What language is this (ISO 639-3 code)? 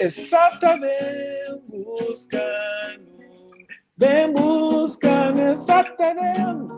kea